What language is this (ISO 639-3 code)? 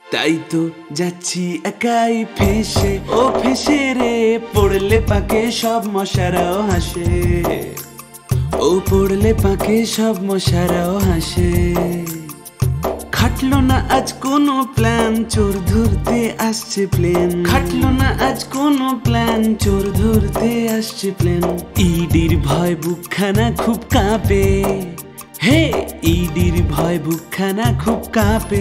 ben